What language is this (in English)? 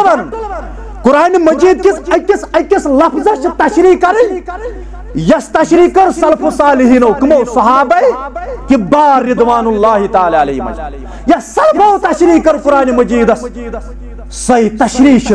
Kashmiri